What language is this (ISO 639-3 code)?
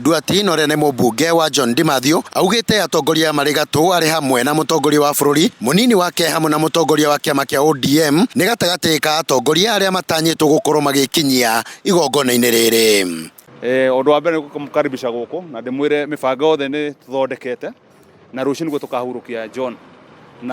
kik